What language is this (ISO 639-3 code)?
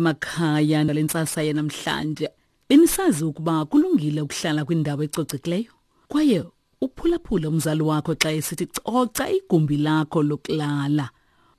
xho